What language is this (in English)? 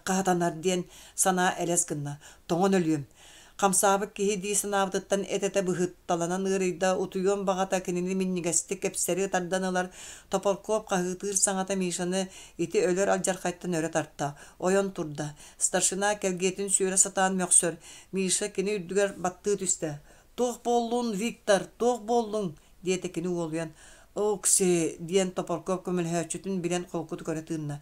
Yakut